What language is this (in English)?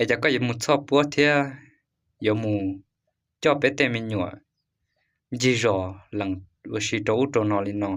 Hmong